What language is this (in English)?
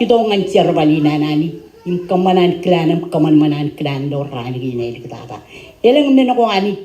Marshallese